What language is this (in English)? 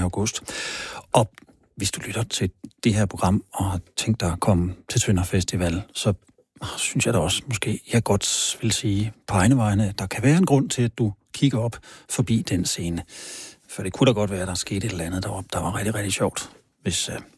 Danish